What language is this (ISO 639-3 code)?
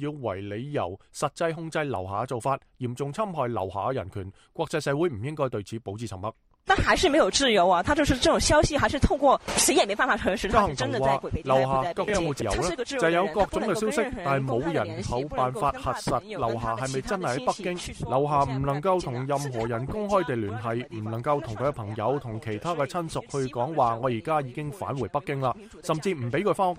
yue